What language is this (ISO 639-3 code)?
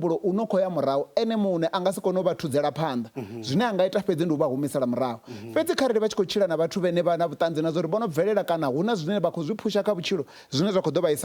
ven